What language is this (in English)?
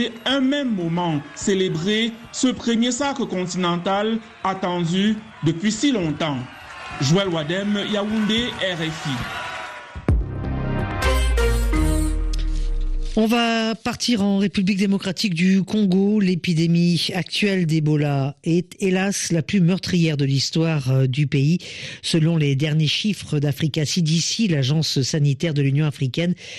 French